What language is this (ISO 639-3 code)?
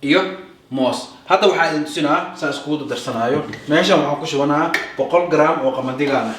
som